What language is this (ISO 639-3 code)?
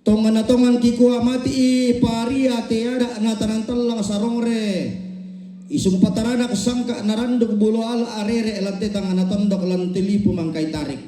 sda